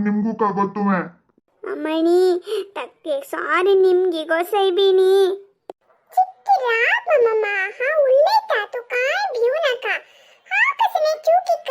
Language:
Konkani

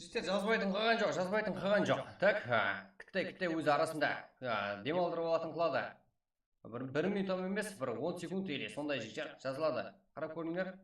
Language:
Kara-Kalpak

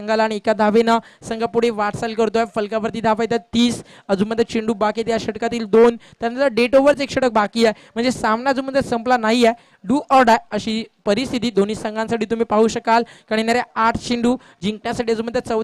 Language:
Marathi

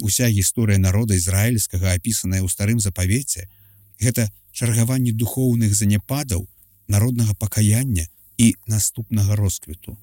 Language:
Belarusian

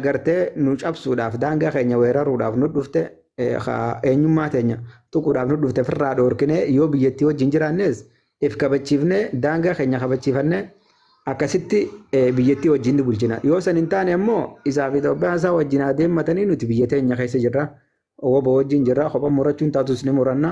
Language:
Oromo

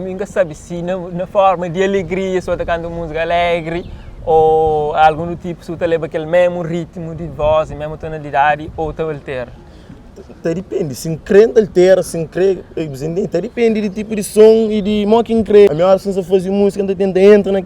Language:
Kabuverdianu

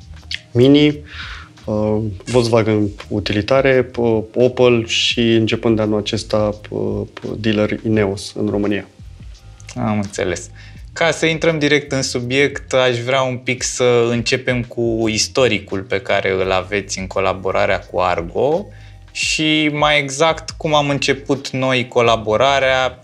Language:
Romanian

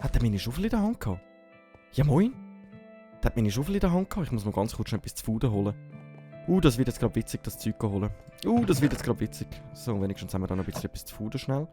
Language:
Swiss German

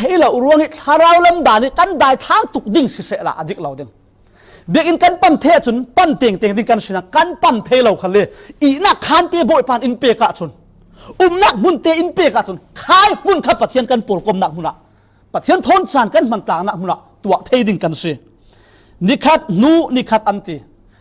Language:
Falam Chin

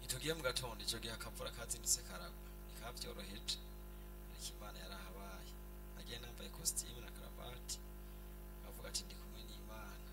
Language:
Rundi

